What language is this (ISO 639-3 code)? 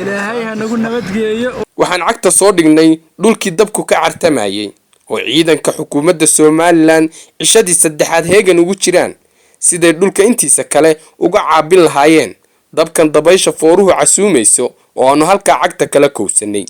som